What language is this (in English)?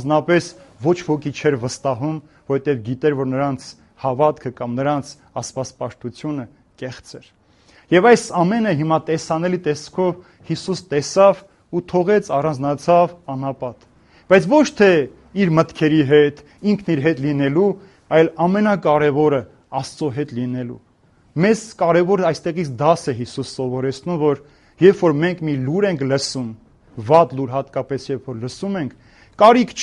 Armenian